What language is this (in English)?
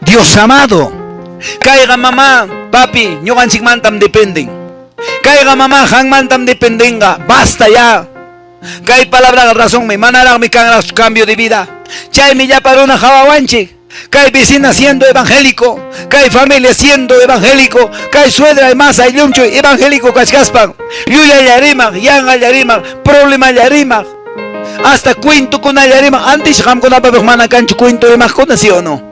Quechua